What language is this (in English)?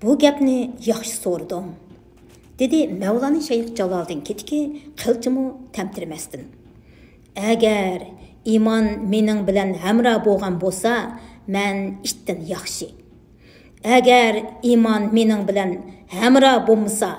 Uyghur